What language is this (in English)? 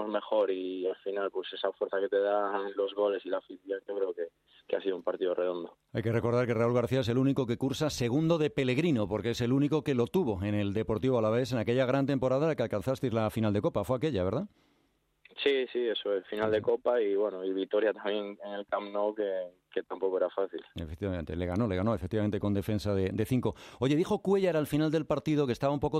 Spanish